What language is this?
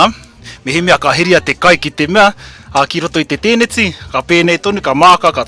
Māori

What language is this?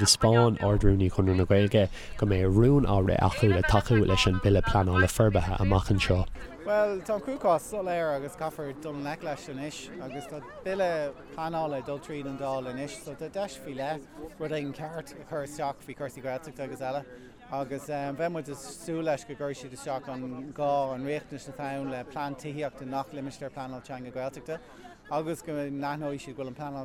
Irish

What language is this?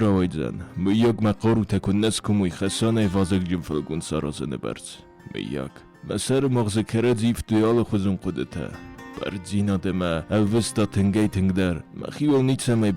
Ossetic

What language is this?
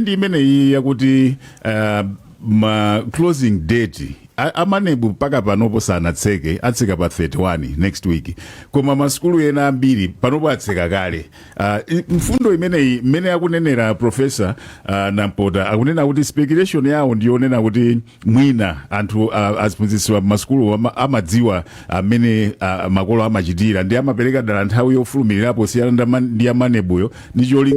Nyanja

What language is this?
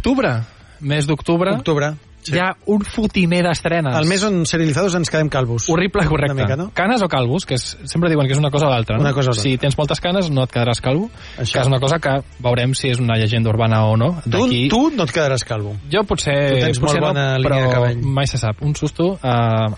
Catalan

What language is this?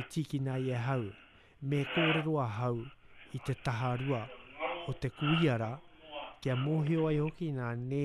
Māori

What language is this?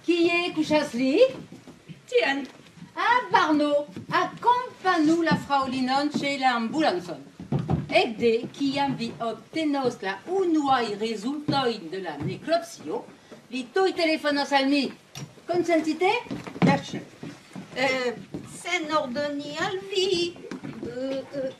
Esperanto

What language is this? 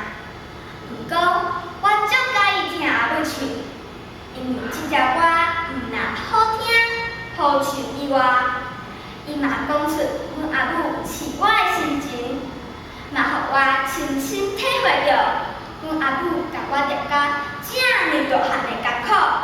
Min Nan Chinese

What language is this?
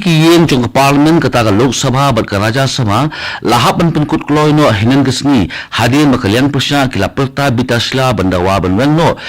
Khasi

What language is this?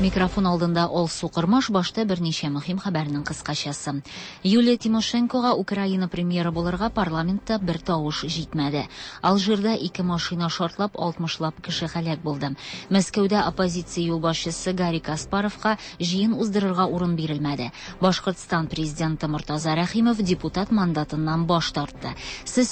Tatar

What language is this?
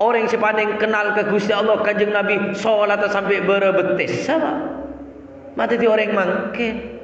Madurese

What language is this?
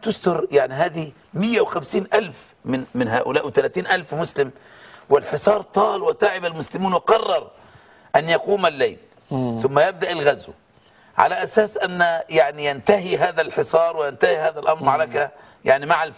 Arabic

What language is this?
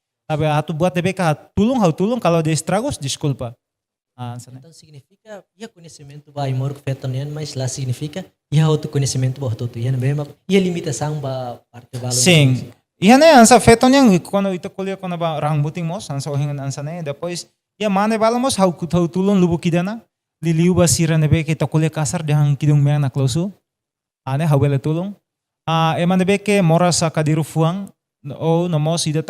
Tetum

